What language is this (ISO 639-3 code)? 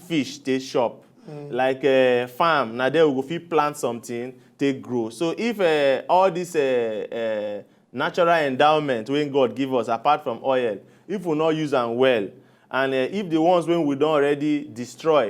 pcm